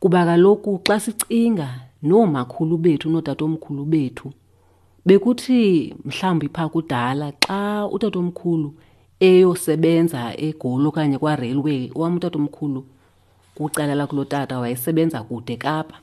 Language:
Xhosa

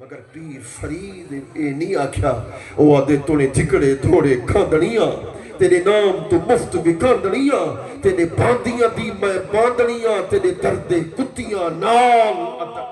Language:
Saraiki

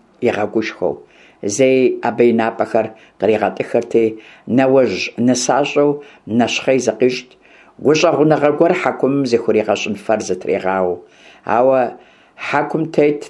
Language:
Kabardian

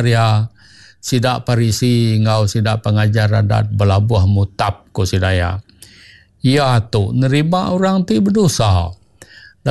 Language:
Iban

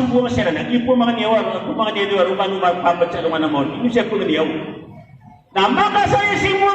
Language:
Maranao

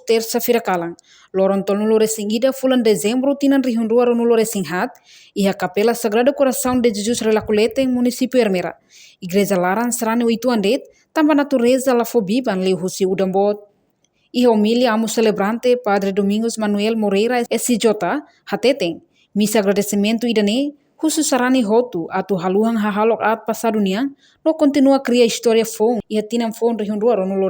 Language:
Tetum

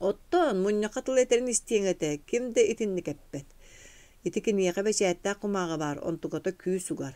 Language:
Yakut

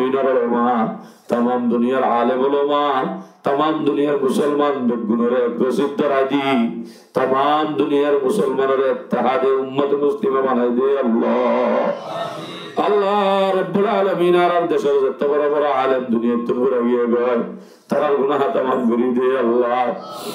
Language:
Rohingya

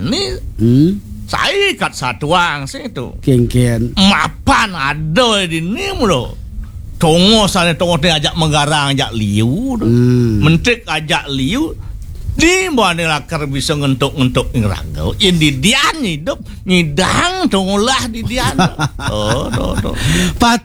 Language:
Balinese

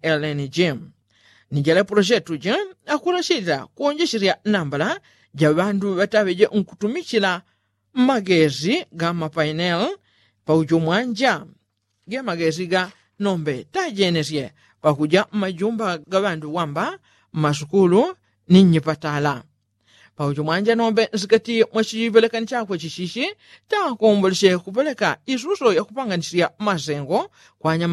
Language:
Yao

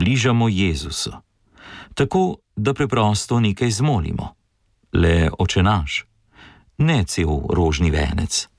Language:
Slovenian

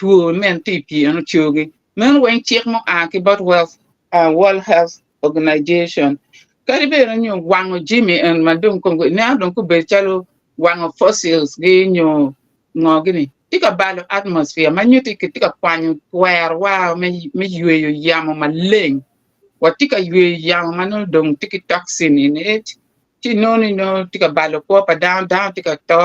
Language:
Acoli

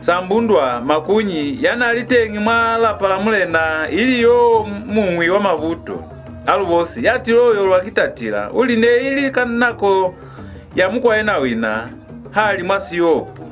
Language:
Lozi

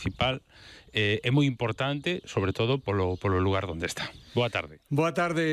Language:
Galician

